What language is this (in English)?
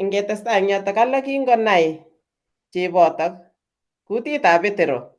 Kalenjin